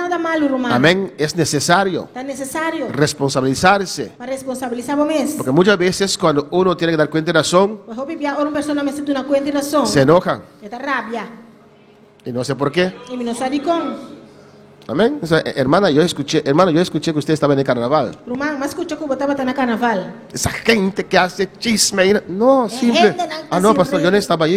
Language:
Papiamento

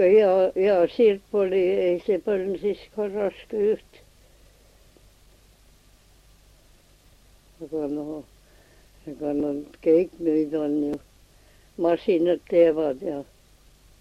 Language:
Estonian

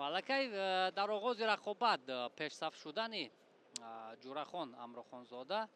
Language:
Tajik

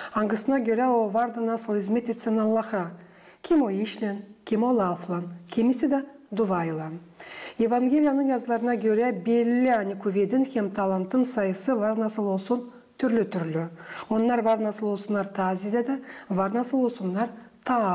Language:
Gagauz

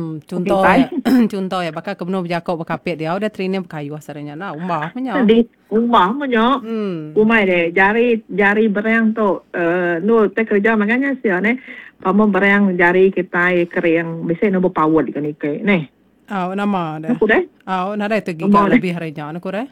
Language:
Iban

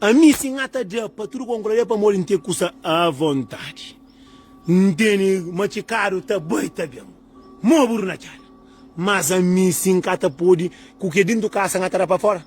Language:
Kabuverdianu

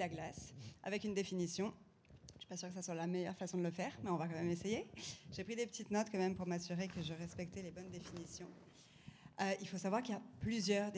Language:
French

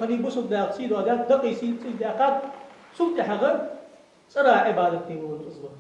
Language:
Ingush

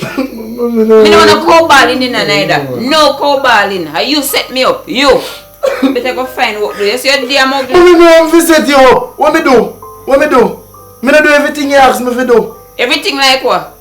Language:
Jamaican Creole English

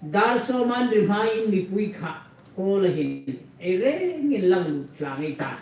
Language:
Hmar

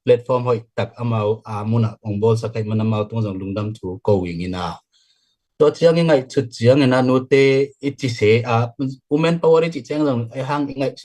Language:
Tedim Chin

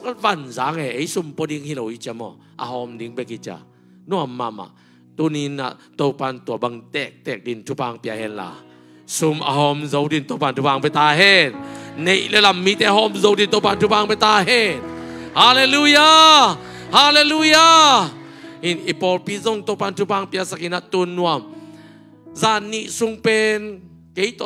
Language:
Tedim Chin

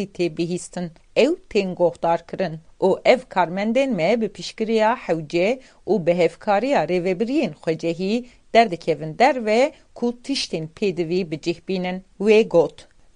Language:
Kurdish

